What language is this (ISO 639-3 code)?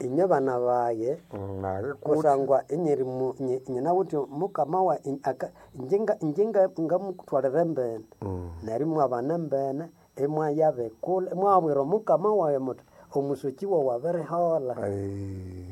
nnb